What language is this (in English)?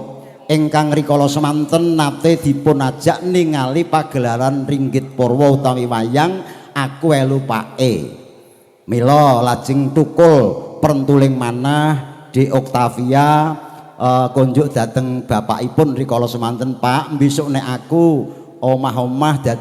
Javanese